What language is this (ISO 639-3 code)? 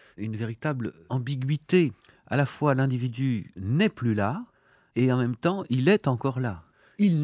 fra